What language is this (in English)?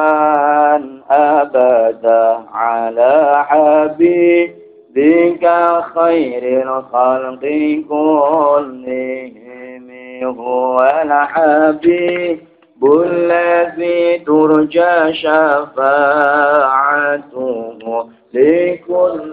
Javanese